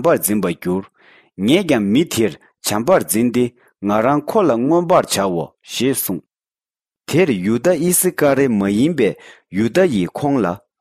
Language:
Tibetan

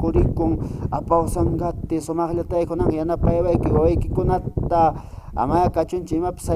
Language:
Quechua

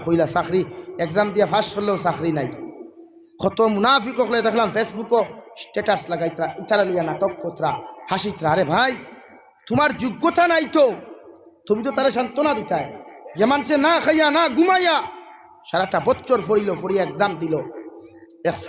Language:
Sylheti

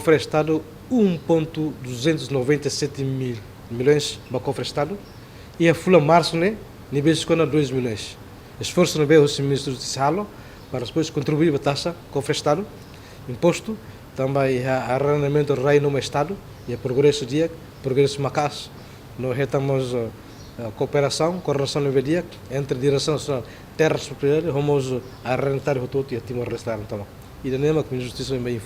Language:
Tetum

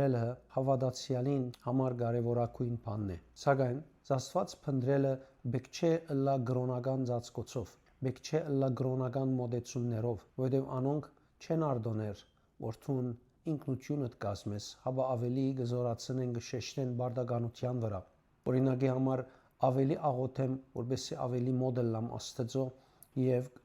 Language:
Western Armenian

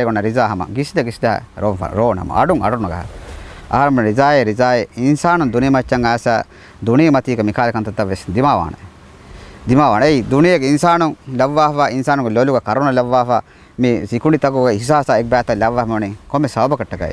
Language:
Divehi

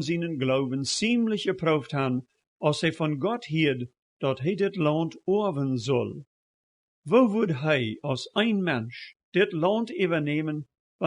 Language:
Plautdietsch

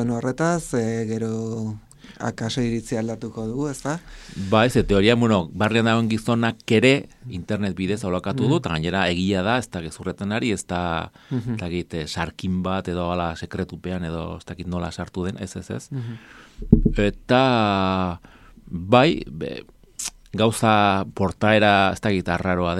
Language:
Basque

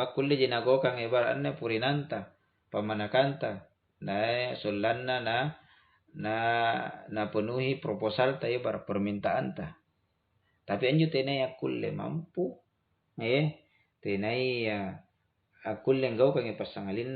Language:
Makasar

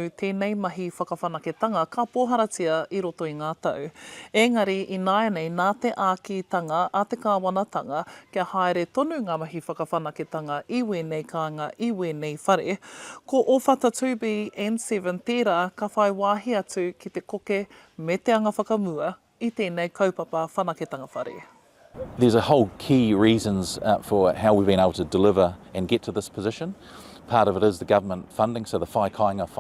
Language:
Māori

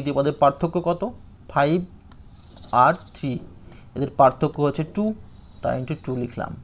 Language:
Bangla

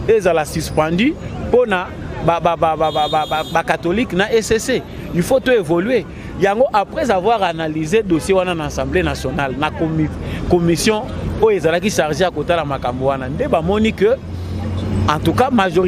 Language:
Lingala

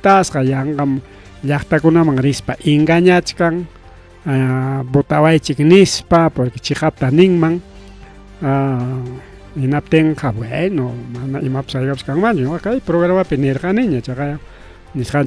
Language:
Ayacucho Quechua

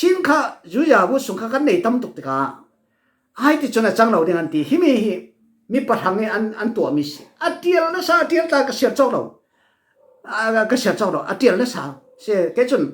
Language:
Falam Chin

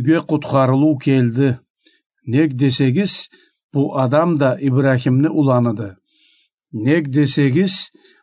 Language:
Karachay-Balkar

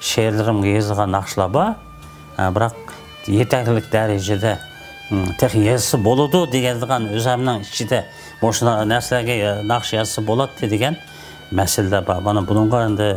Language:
Uyghur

